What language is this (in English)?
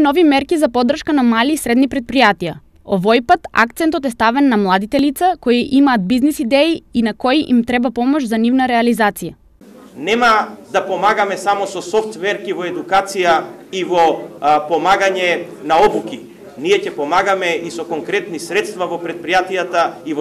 Macedonian